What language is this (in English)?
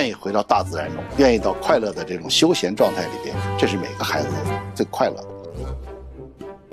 Chinese